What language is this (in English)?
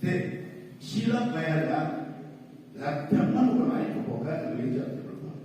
Khasi